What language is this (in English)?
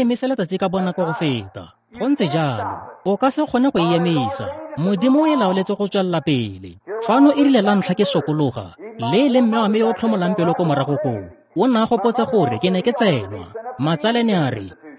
Tswana